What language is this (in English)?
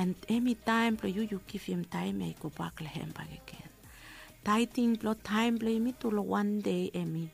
Bislama